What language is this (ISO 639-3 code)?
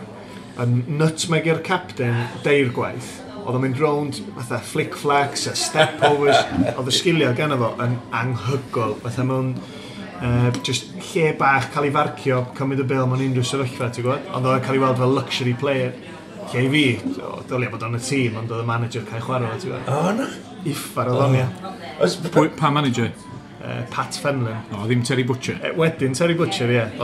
cym